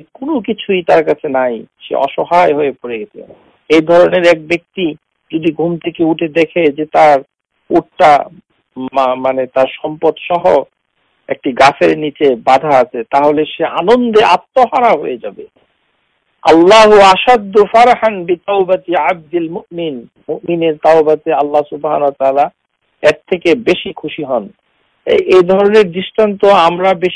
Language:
Bangla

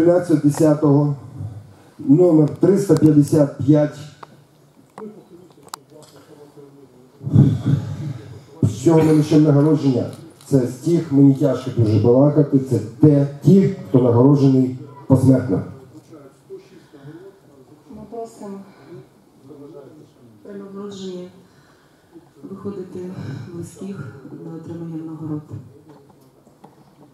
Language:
Ukrainian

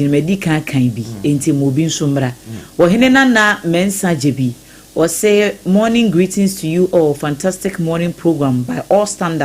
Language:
Akan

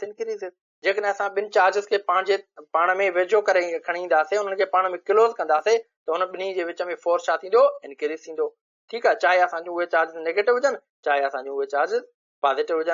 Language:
Sindhi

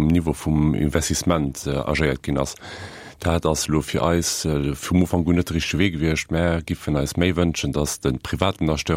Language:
Luxembourgish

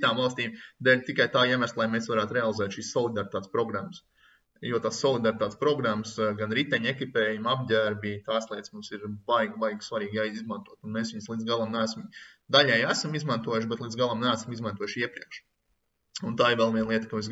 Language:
Latvian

